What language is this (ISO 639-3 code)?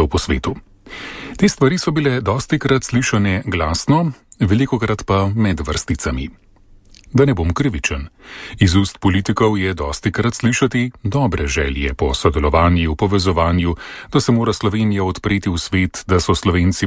slv